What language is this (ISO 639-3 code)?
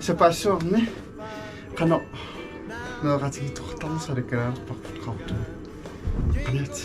kal